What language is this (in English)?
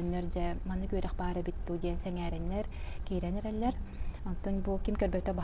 Yakut